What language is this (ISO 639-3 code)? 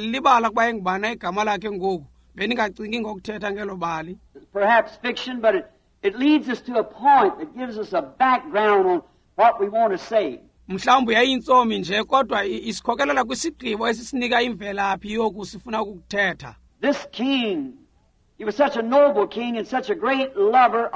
xho